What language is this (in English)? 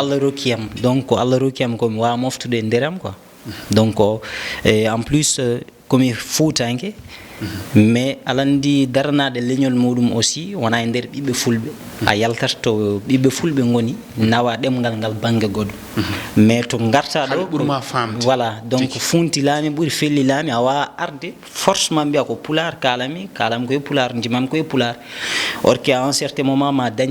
Fula